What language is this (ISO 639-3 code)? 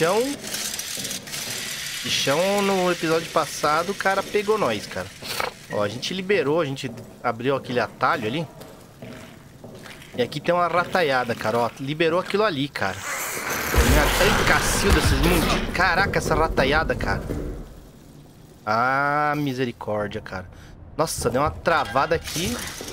por